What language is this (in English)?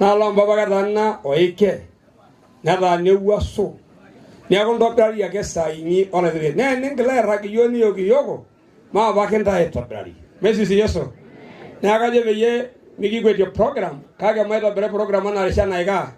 Masai